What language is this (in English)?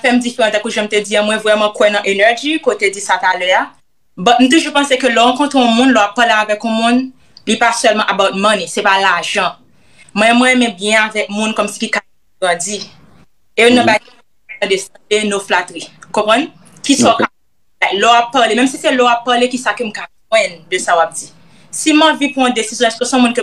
Haitian Creole